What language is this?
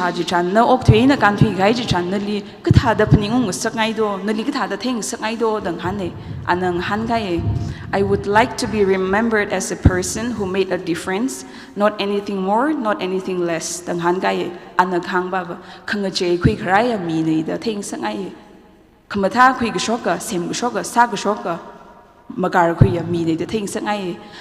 Tangkhul Naga (India)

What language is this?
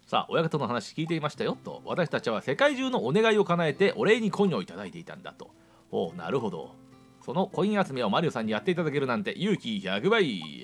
Japanese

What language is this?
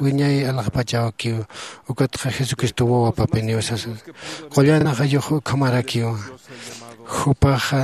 Aymara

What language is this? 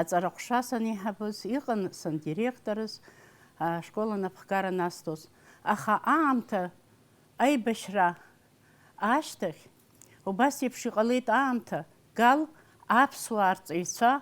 Abkhazian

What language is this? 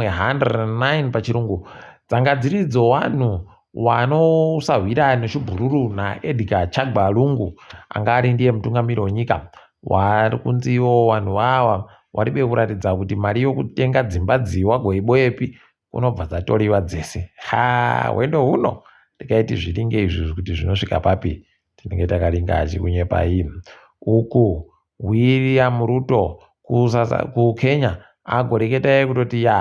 Ndau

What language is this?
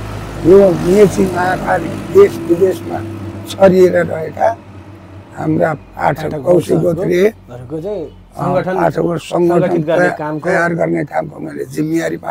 Nepali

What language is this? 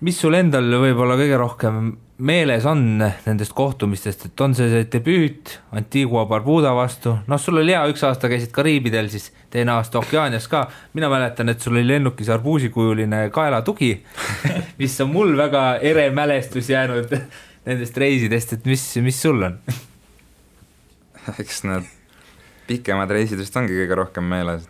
Estonian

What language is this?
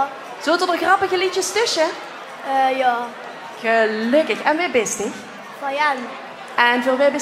Limburgish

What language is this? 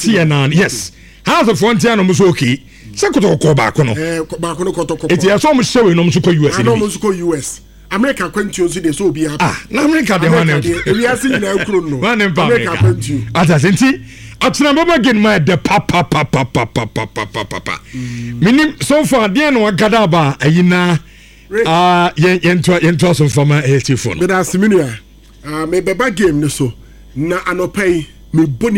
Akan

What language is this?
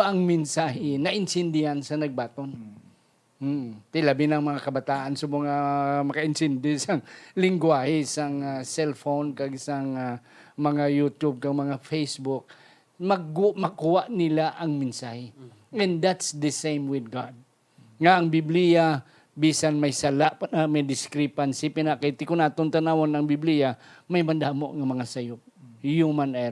Hiligaynon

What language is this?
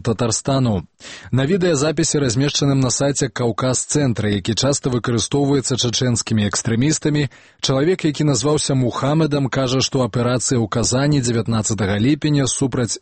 Belarusian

